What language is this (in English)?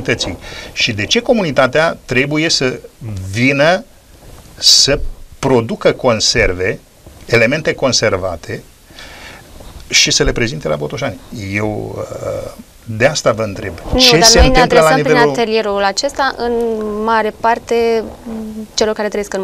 Romanian